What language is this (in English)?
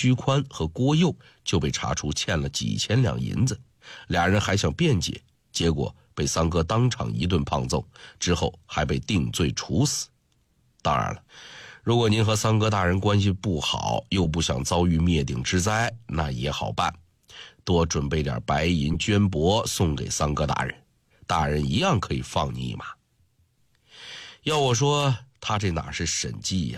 Chinese